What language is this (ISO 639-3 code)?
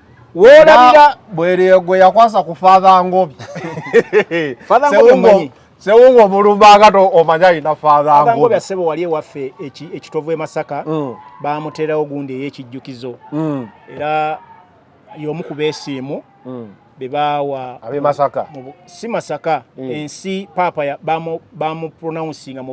lug